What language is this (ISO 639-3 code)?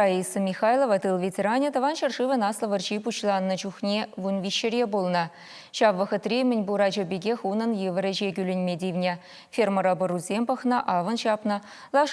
chv